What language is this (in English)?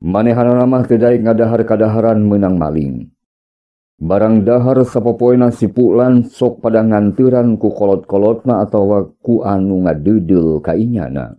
Sundanese